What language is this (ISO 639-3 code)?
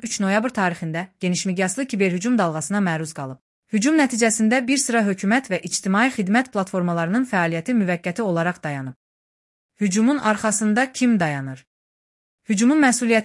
aze